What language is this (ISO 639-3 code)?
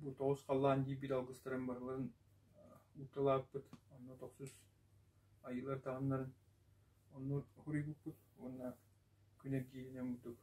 sah